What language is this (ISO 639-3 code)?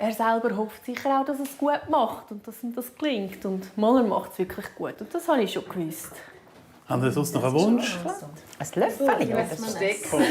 gsw